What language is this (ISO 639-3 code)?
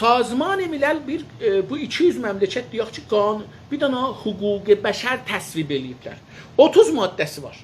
azb